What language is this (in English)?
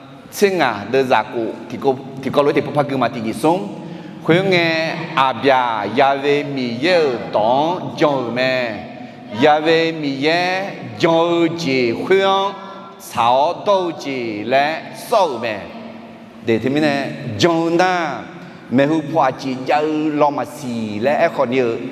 Akha